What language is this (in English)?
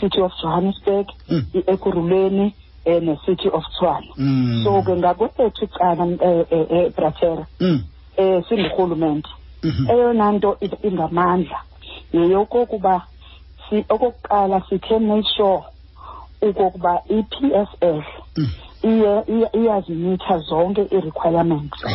Xhosa